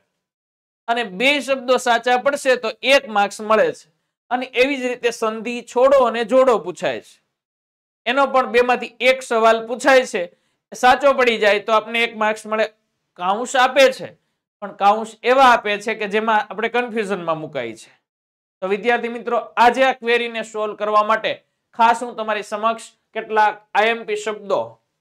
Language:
Gujarati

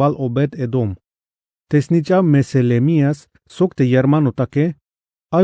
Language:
Tzeltal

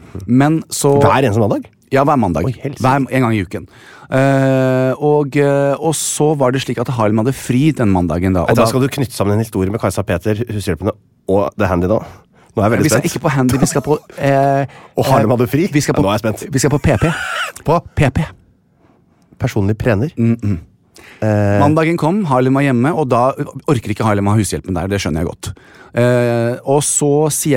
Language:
Norwegian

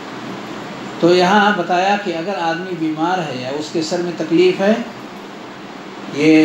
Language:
Urdu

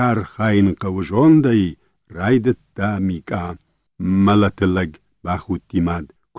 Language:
Ossetic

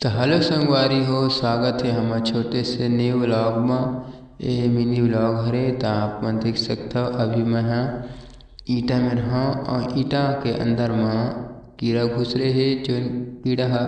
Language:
Chhattisgarhi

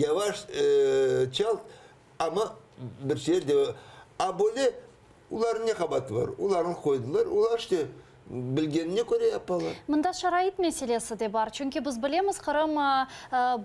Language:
Crimean Tatar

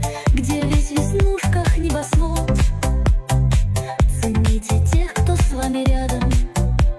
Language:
Russian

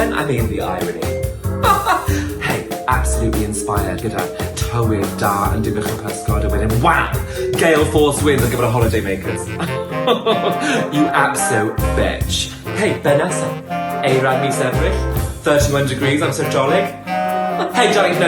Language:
Welsh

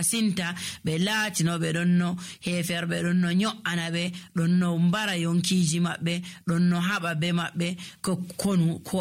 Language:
Nigerian Fulfulde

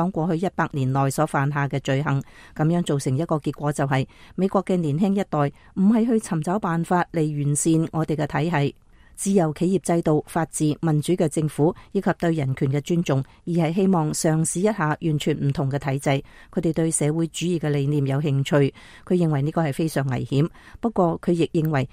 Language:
Cantonese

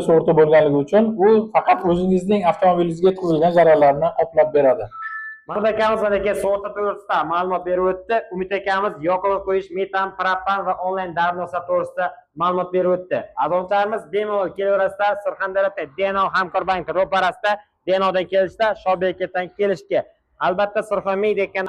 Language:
Uzbek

